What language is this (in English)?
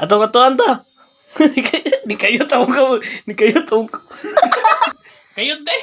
Cebuano